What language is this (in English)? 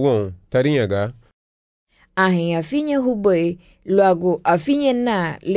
Garifuna